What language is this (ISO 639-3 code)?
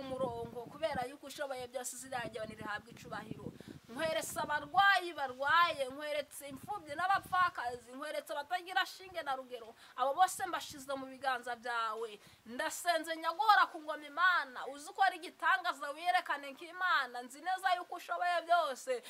kin